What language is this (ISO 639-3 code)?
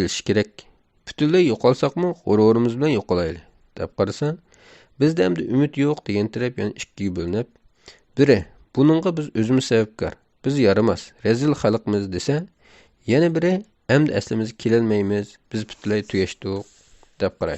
uig